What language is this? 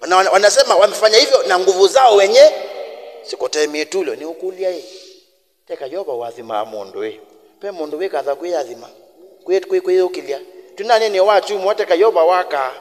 Kamba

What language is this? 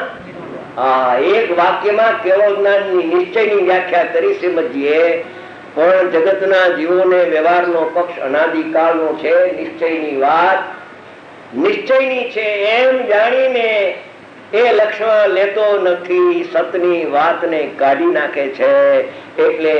Gujarati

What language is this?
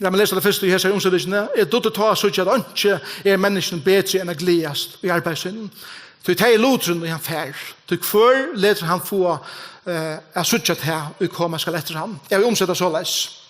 Faroese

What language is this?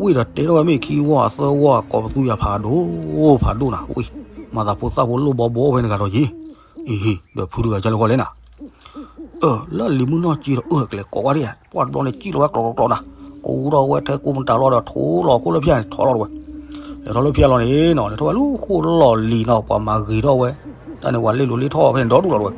S'gaw Karen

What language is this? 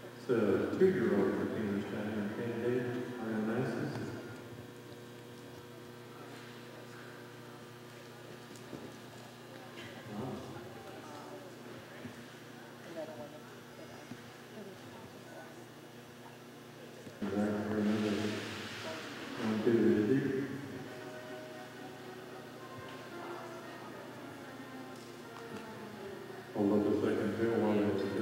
English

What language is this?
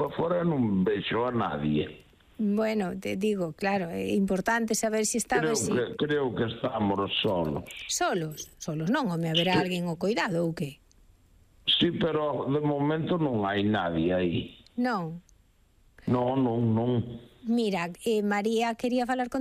Galician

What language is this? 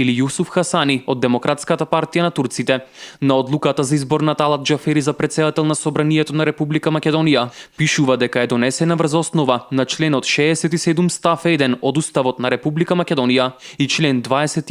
Macedonian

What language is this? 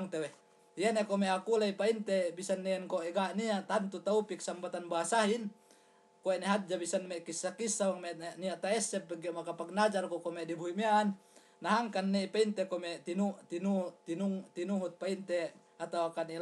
Yakan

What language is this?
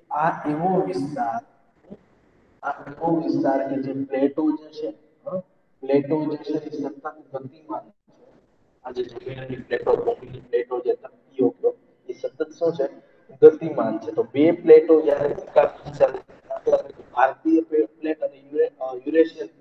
Gujarati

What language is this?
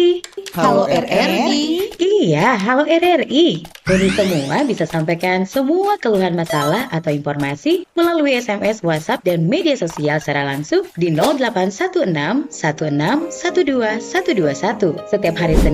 Manado Malay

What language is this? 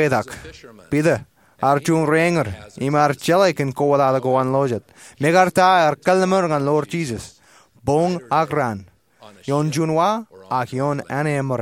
Marshallese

